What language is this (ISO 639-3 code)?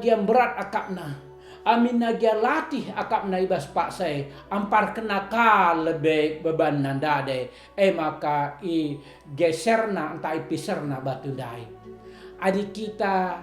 btx